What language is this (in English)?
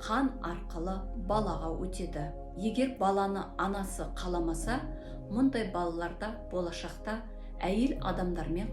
Kazakh